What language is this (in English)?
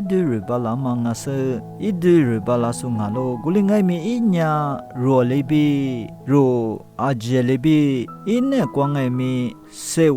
Lisu